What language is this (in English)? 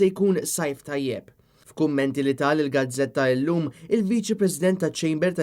Maltese